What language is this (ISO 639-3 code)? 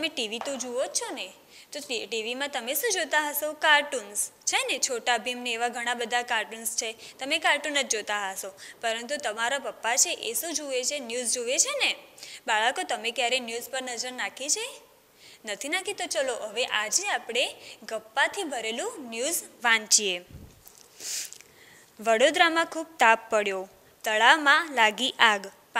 guj